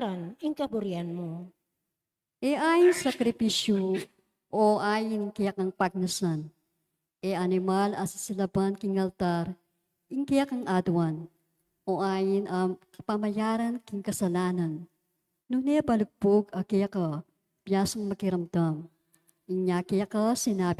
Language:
Pampanga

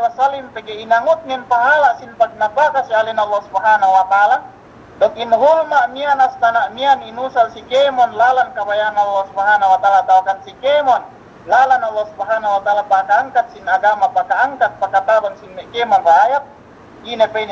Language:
Yakan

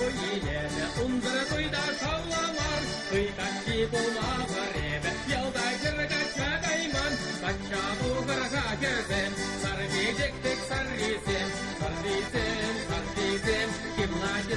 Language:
Chuvash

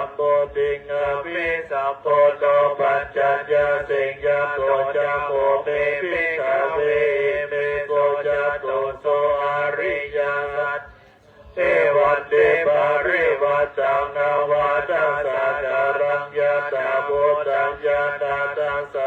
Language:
Pali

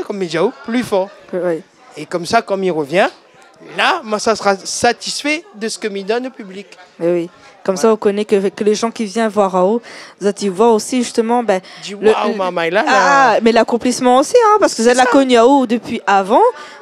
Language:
Réunion Creole French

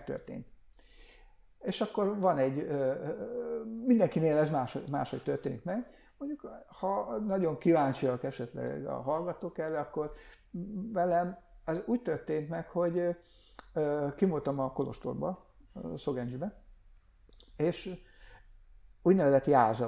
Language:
Hungarian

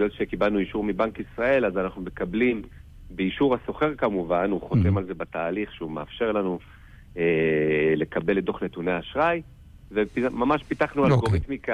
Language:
Hebrew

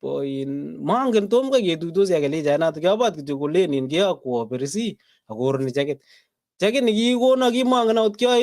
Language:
Kalenjin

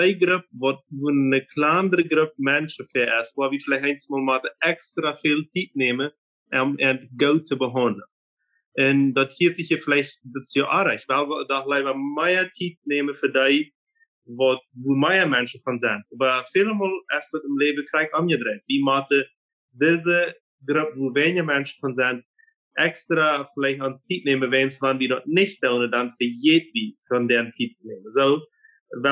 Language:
Plautdietsch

